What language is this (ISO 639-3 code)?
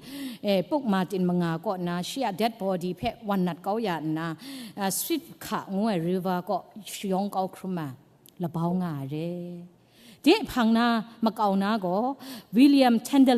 kac